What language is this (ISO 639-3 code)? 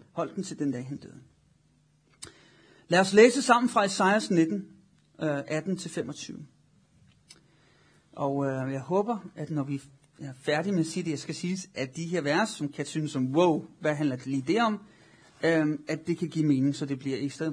dan